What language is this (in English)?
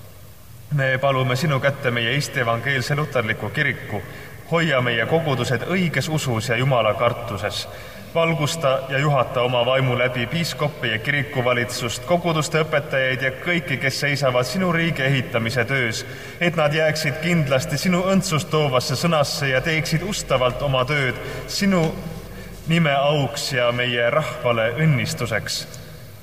Estonian